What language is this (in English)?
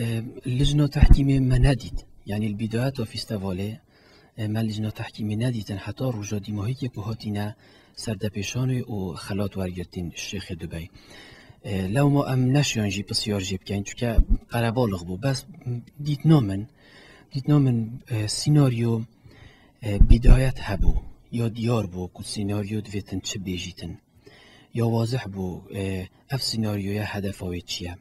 Kurdish